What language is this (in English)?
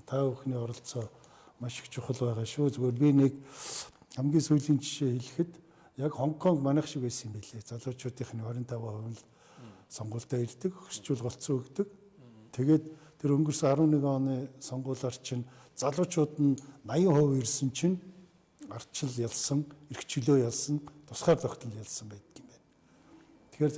Mongolian